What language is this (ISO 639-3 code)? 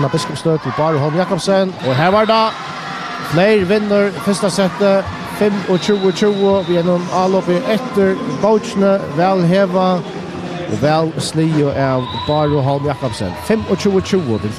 fao